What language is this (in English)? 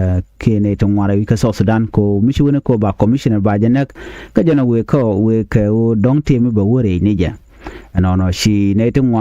Nuer